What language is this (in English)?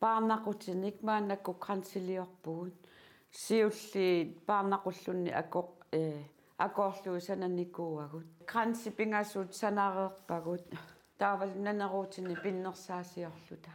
Kalaallisut